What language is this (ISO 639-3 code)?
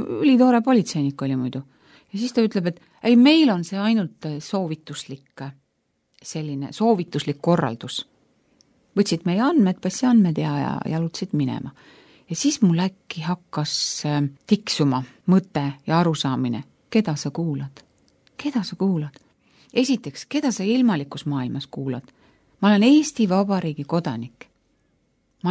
est